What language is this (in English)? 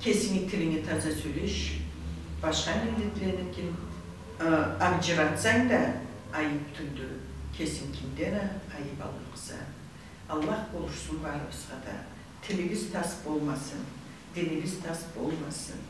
Karachay-Balkar